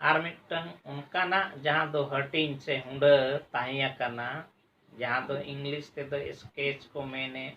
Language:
Santali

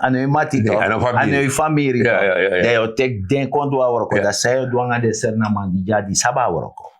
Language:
Sranan Tongo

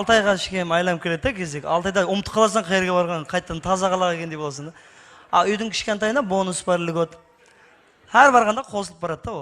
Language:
Kara-Kalpak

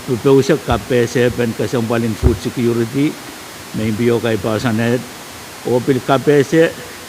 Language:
Pohnpeian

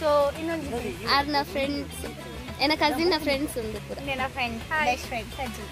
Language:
Tulu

